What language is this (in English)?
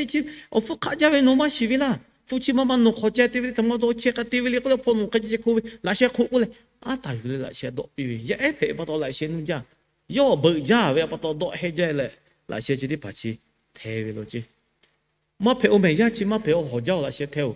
Lahu